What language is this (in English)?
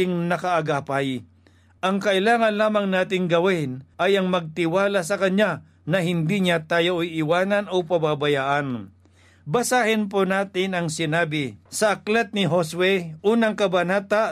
Filipino